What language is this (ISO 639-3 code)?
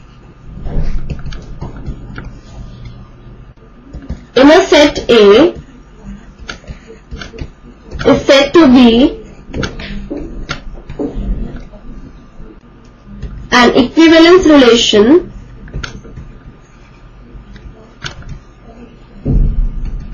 eng